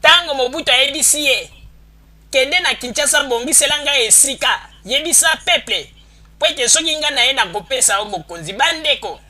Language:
Lingala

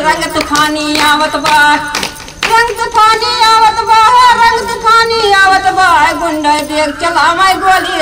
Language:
Bhojpuri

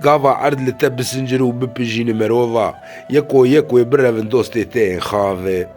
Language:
Kurdish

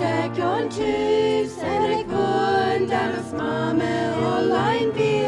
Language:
Plautdietsch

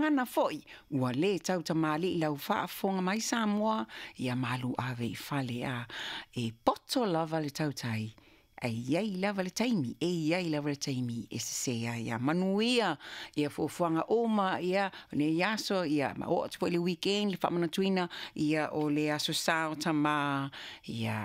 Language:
Samoan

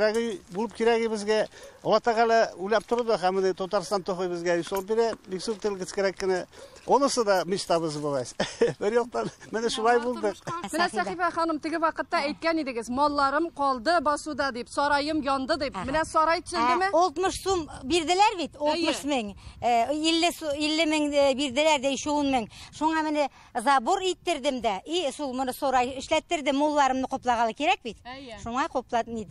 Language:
Tatar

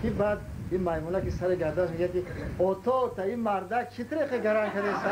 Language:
Tajik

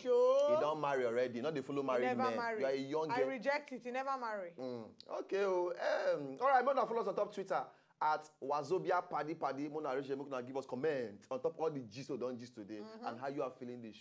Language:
Nigerian Pidgin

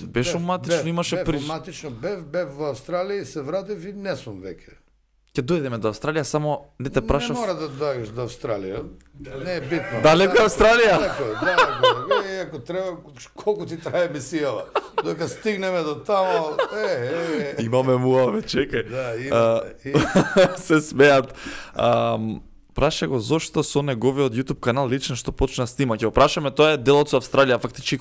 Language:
Macedonian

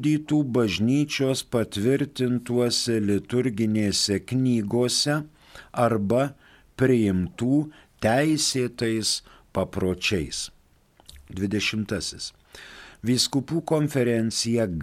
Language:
Lithuanian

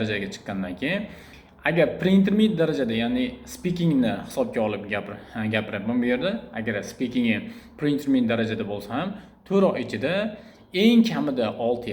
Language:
Uzbek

